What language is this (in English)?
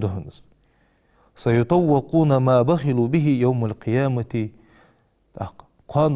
Ingush